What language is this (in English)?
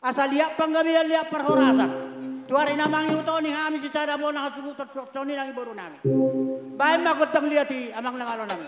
Batak Toba